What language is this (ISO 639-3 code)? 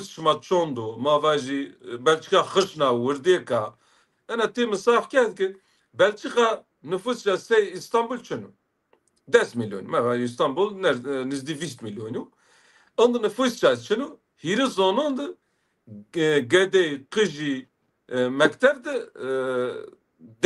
zza